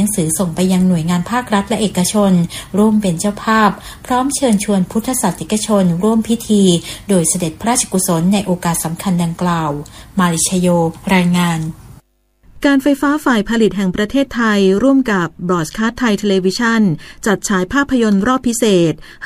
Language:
Thai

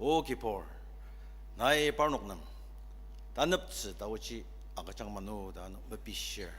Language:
Ao Naga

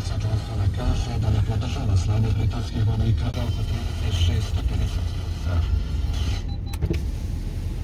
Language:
Croatian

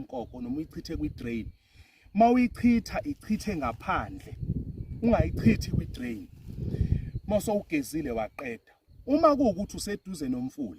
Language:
Zulu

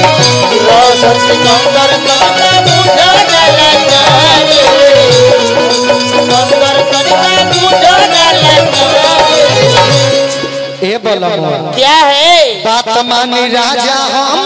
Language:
Bhojpuri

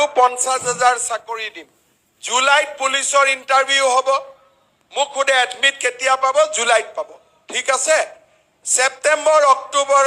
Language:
Assamese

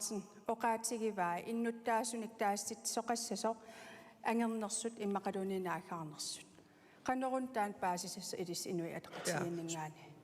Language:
Kalaallisut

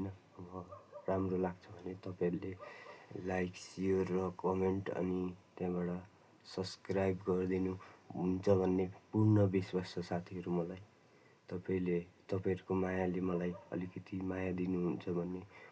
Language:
Nepali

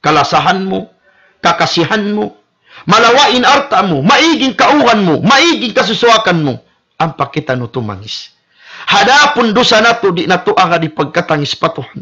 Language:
Tausug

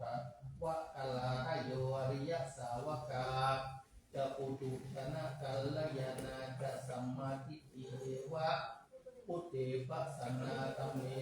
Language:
Pali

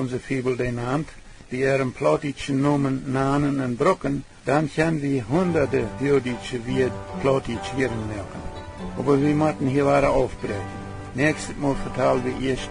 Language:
Plautdietsch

